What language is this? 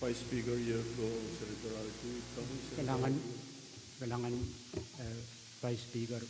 Pohnpeian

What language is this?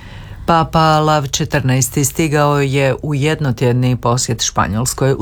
Croatian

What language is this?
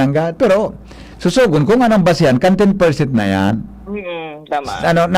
Bikol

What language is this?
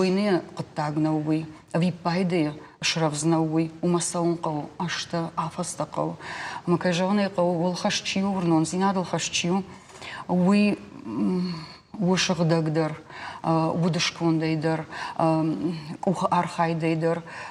Ossetic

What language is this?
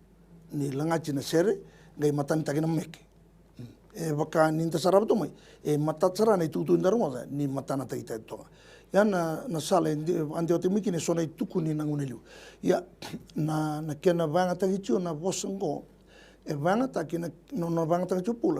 Fijian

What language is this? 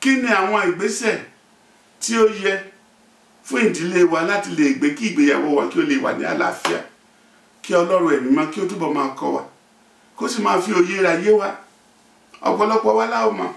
Yoruba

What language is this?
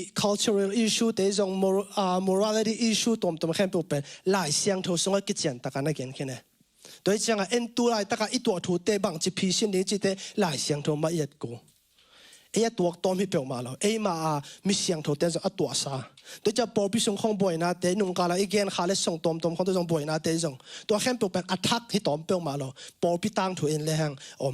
Tedim Chin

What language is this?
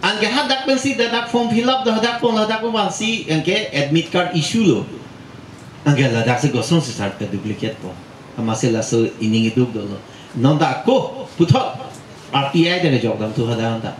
Karbi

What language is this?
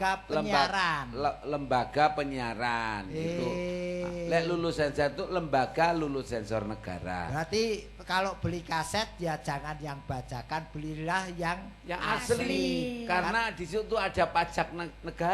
Javanese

